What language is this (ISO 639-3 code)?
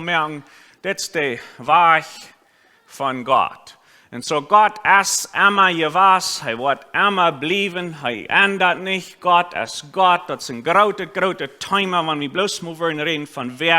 pdt